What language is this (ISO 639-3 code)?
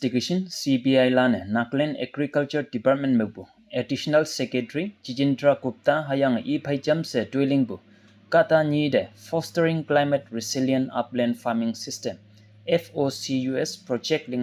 nbe